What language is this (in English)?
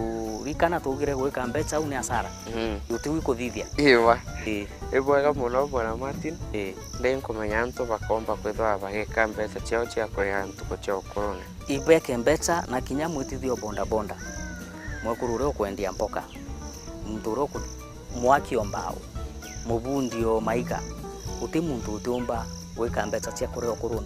Meru